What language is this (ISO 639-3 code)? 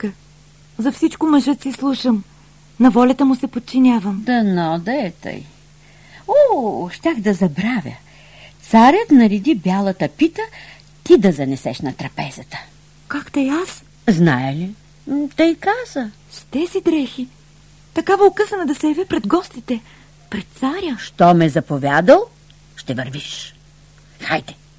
bul